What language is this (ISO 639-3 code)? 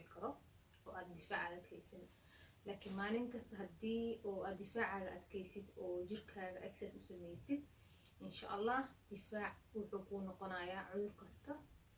som